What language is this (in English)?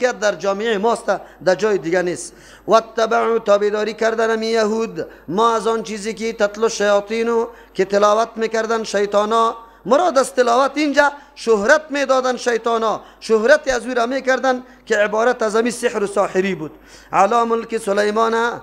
Persian